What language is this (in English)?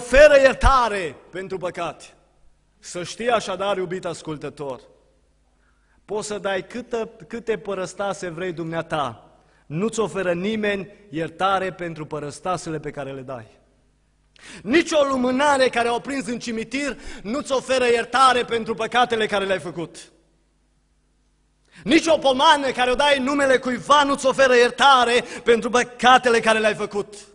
Romanian